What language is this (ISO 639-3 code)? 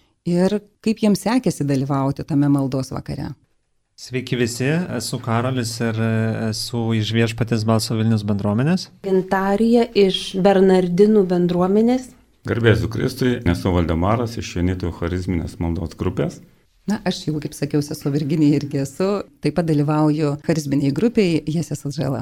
lit